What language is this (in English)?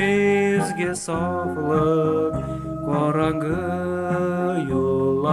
Bashkir